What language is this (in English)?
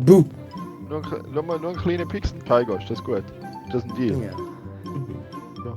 Swiss German